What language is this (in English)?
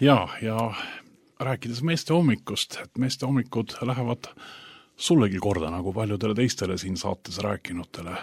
Estonian